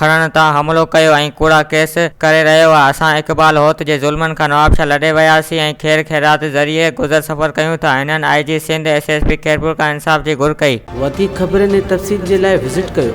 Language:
Sindhi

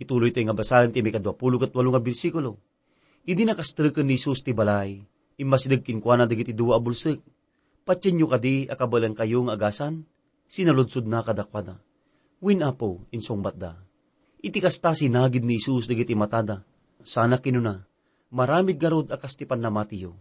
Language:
Iloko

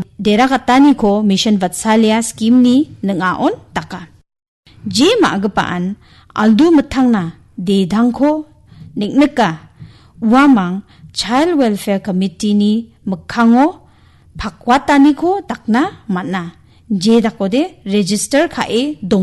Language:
Garo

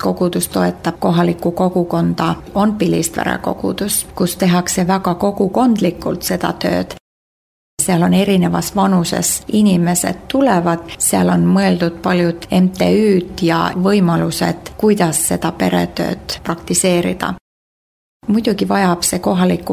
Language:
Estonian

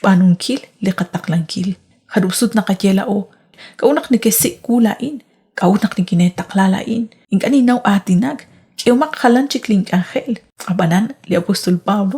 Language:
Kekchí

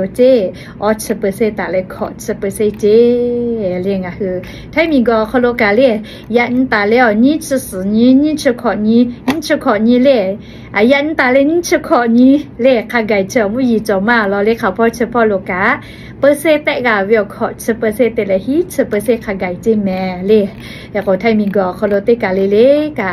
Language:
Lahu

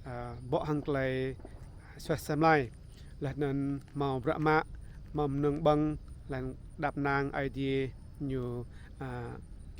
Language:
Rade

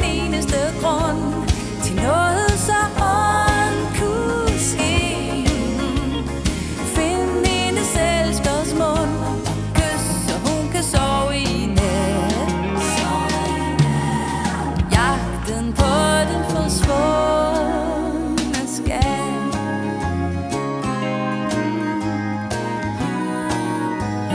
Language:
Danish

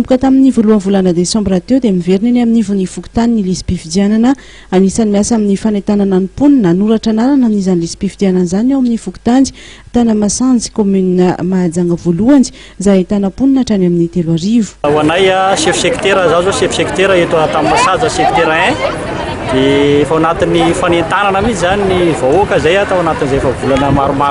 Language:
Malagasy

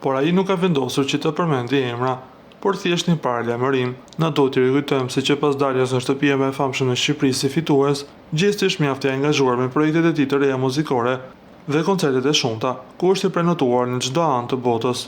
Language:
Albanian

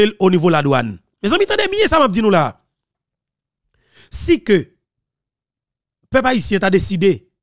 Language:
Haitian Creole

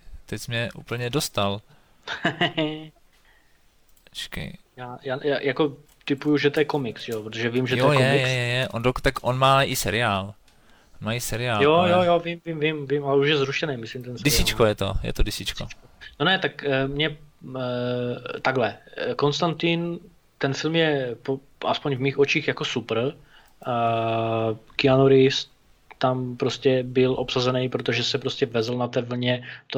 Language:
Czech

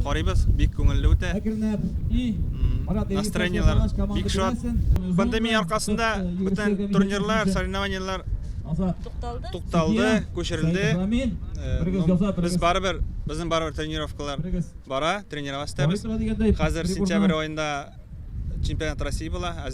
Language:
Tatar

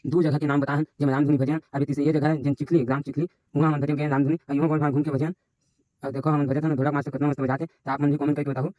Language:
Chhattisgarhi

